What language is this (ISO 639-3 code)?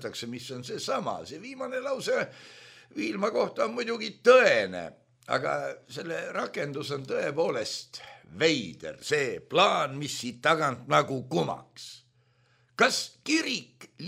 est